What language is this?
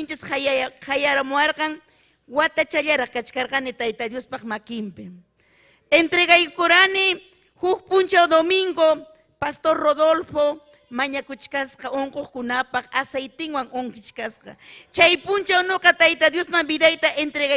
Ayacucho Quechua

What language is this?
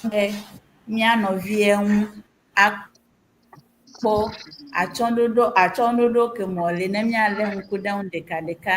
Ewe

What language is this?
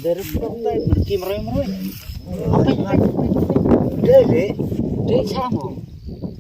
Khasi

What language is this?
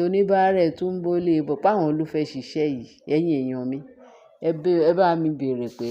Yoruba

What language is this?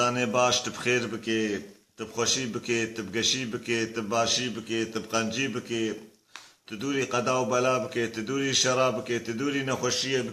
Kurdish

